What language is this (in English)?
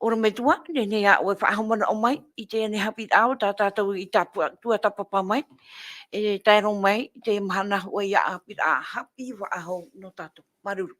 Tahitian